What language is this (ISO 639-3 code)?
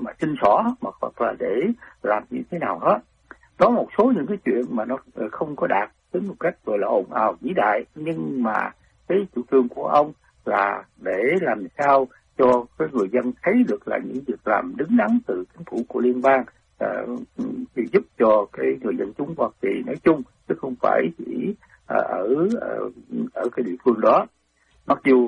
vie